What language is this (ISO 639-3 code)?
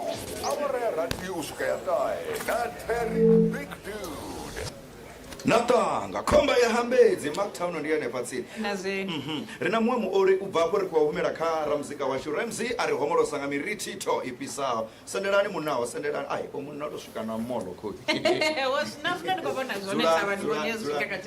ven